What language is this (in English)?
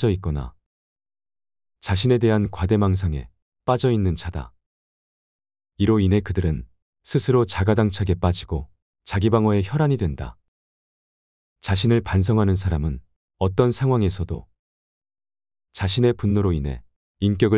Korean